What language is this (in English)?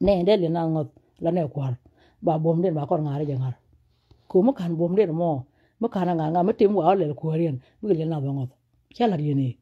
Nuer